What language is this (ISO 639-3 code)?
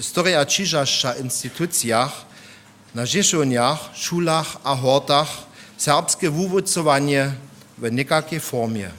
hsb